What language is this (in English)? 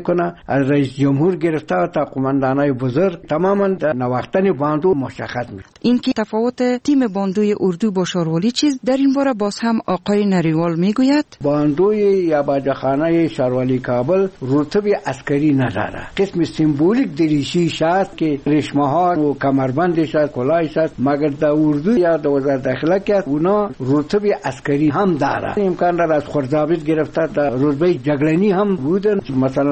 Persian